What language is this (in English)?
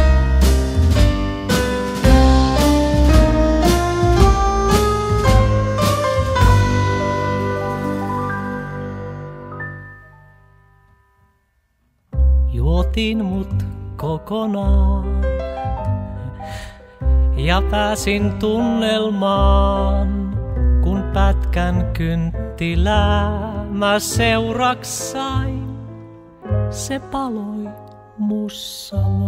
Finnish